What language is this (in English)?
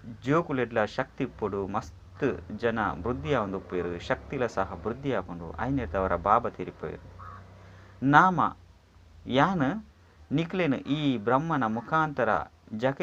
Tulu